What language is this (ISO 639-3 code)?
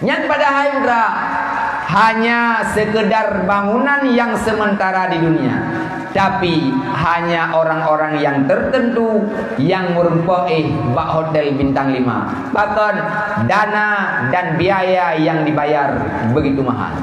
ace